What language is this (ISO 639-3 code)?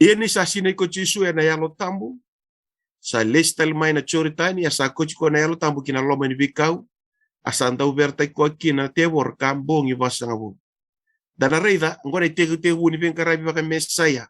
fij